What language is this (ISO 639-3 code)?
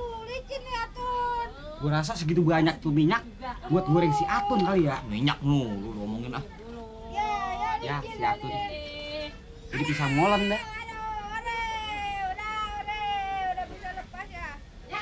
bew